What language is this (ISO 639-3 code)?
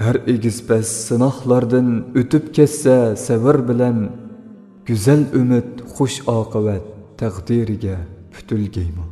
uig